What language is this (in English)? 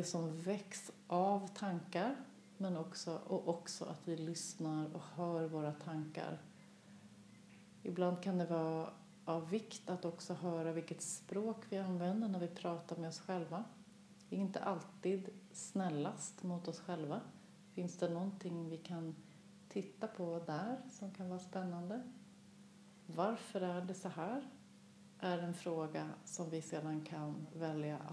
Swedish